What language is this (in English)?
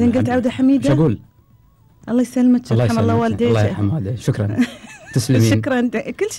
Gulf Arabic